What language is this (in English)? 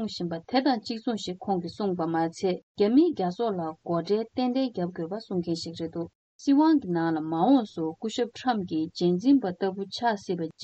Tibetan